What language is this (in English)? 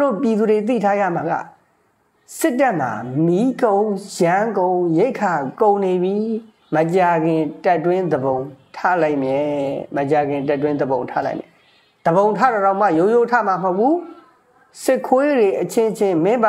Burmese